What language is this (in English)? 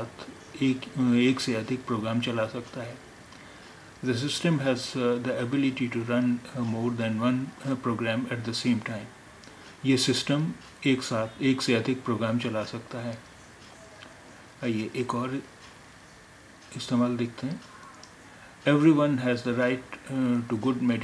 Hindi